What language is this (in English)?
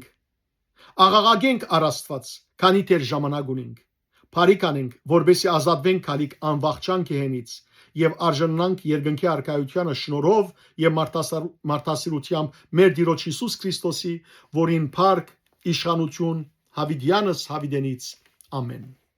Western Armenian